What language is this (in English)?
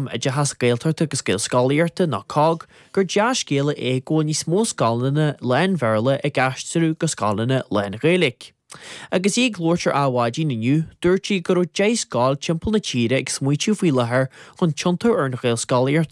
Irish